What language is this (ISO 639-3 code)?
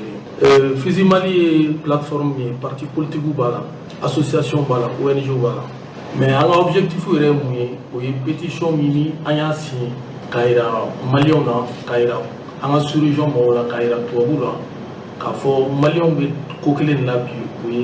bam